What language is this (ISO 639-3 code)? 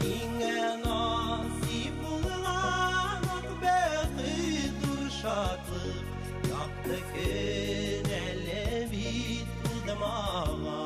bak